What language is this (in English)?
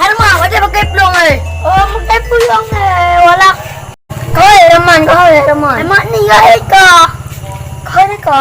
Achinese